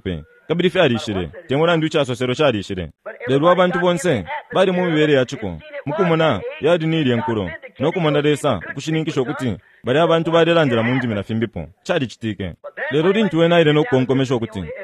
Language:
Bemba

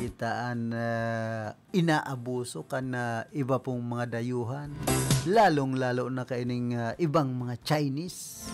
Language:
Bikol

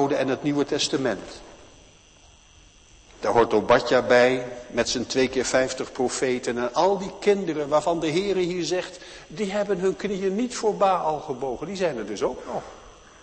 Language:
Dutch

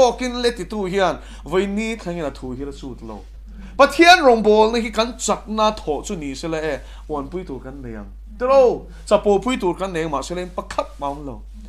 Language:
Mizo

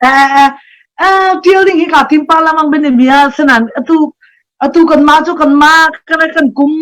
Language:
Hakha Chin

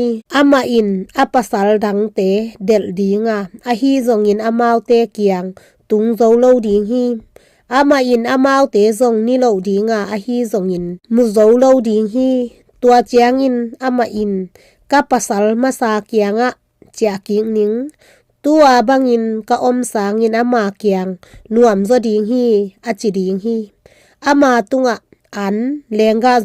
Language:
Tedim Chin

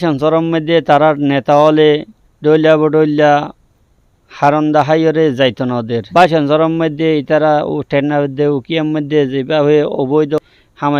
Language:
Rohingya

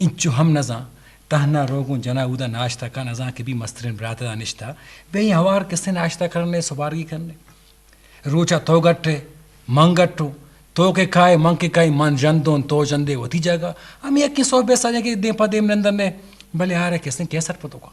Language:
Eastern Balochi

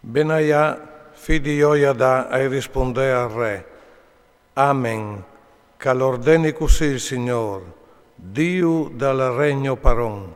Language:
Friulian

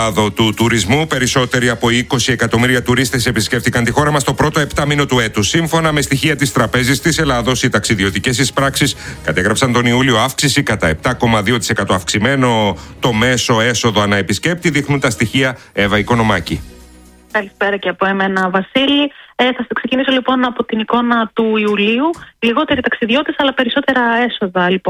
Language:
Greek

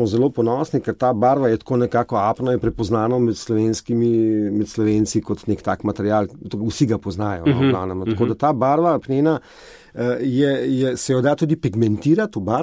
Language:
Slovenian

